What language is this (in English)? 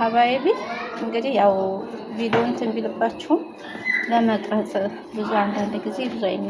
Amharic